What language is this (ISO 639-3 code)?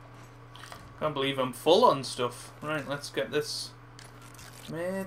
eng